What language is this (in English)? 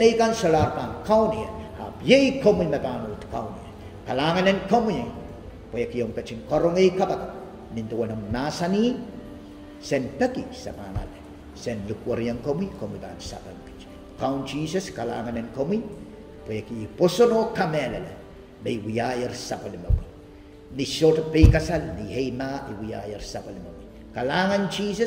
Pohnpeian